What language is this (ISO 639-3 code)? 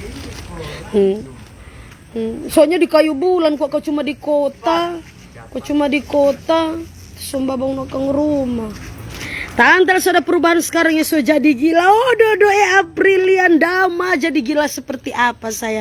xmm